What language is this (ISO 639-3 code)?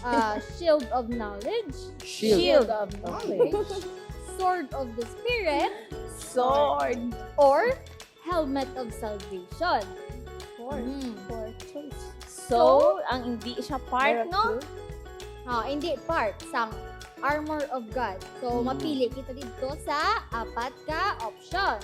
hil